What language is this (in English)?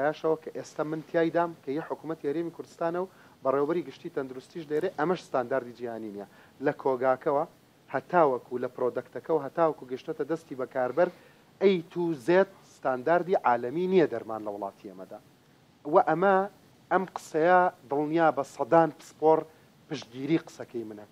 Central Kurdish